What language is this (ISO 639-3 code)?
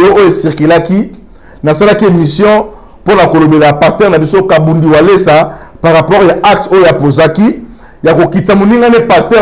lin